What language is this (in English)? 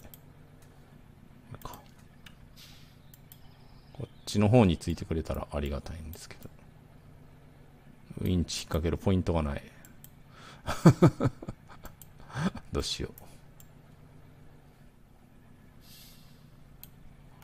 Japanese